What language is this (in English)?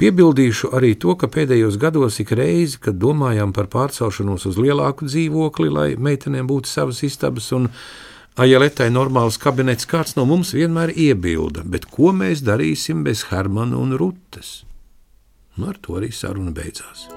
Latvian